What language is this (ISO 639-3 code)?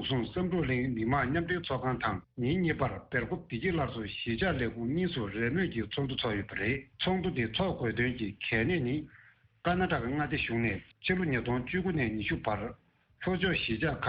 bod